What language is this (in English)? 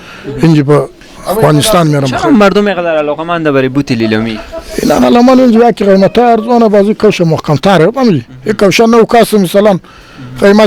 Persian